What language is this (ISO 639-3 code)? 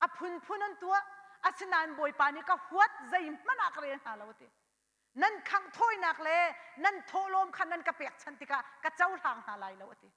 cnh